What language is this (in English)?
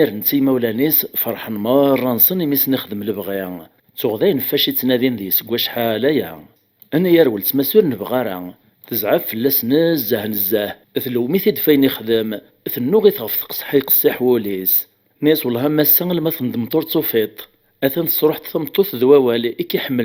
Kabyle